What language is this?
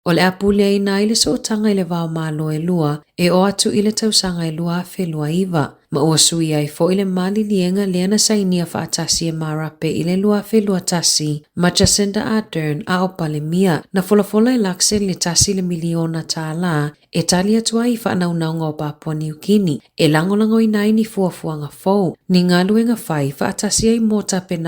Samoan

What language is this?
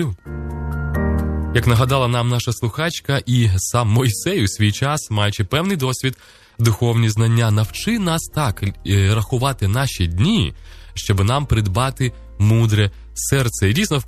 Ukrainian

